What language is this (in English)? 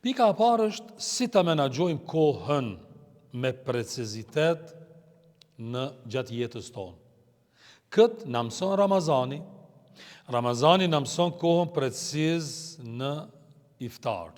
Albanian